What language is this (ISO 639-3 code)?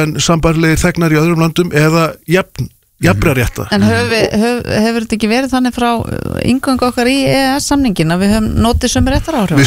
isl